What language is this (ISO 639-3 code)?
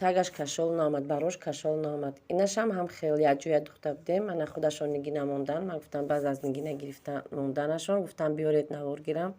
tgk